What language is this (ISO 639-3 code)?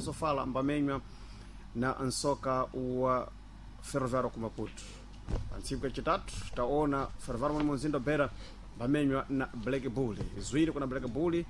seh